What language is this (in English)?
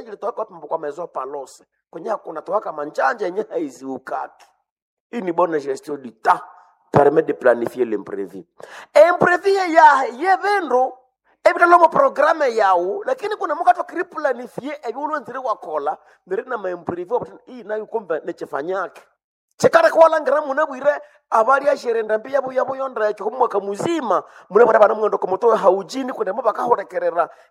Nande